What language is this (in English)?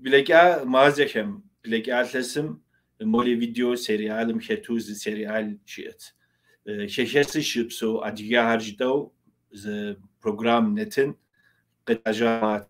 Kabardian